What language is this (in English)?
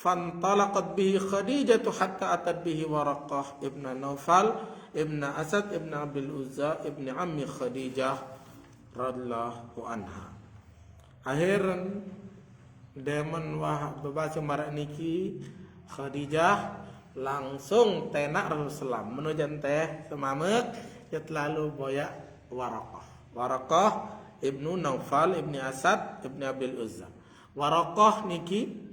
Sasak